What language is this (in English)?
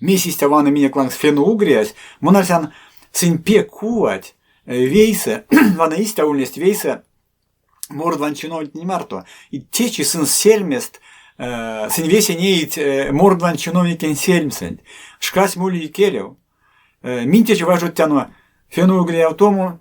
Erzya